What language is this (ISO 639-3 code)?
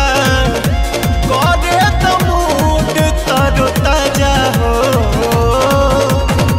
bho